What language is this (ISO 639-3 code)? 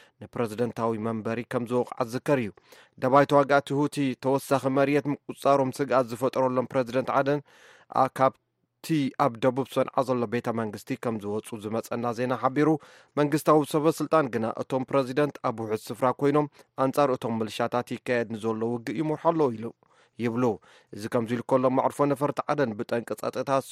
tir